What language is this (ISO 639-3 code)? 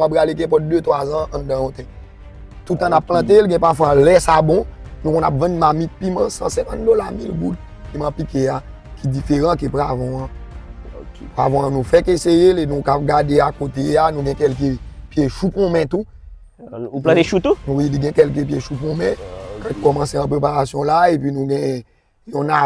hat